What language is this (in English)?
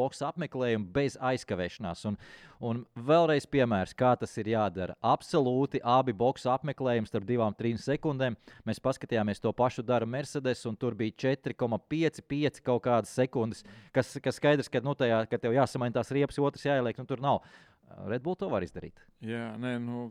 Latvian